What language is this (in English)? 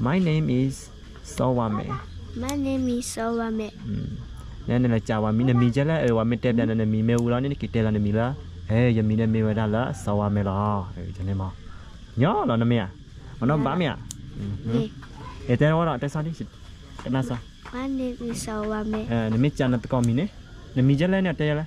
S'gaw Karen